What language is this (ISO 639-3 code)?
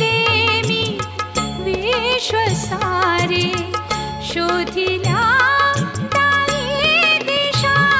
mar